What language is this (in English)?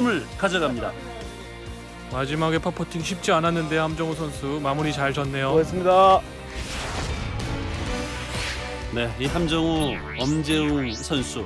Korean